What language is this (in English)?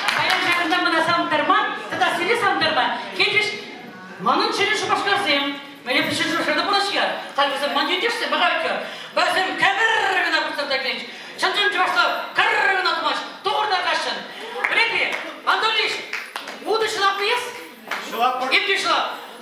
Chuvash